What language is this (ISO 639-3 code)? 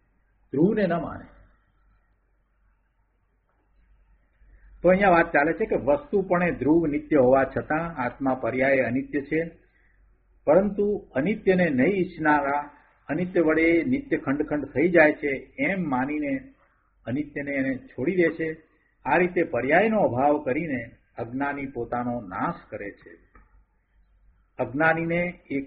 guj